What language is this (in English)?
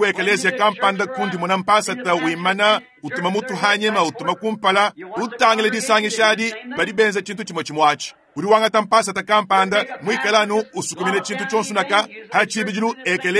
Luba-Lulua